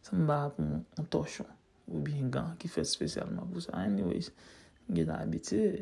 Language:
Haitian Creole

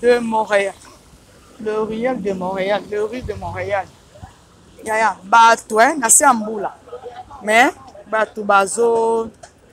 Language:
Lingala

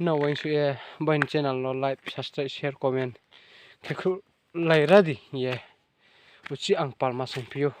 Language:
Riang (India)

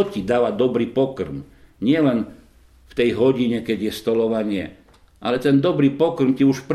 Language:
Slovak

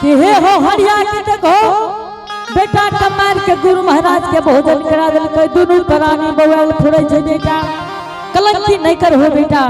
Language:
Angika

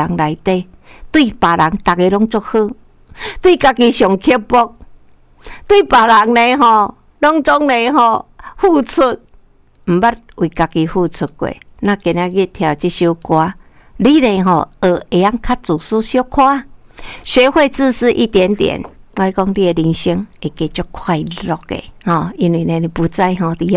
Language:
Min Nan Chinese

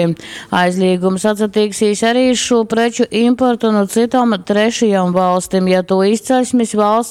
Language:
Latgalian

